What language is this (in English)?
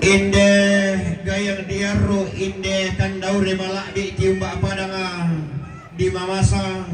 Toraja-Sa'dan